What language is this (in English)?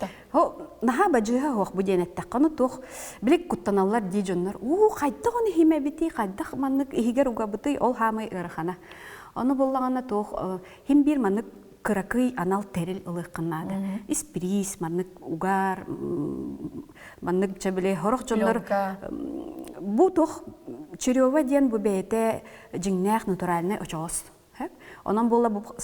Yakut